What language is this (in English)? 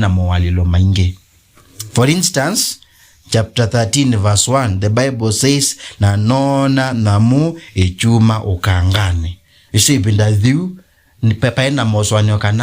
Kamba